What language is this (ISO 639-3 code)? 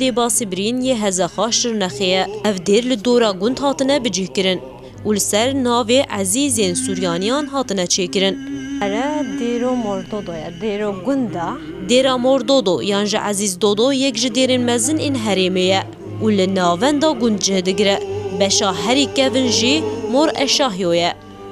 kur